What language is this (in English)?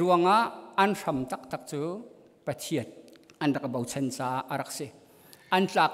Hakha Chin